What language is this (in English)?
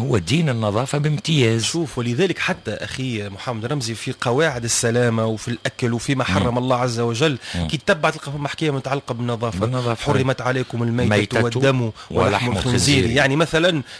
Tunisian Arabic